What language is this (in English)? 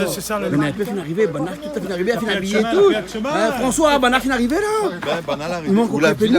Réunion Creole French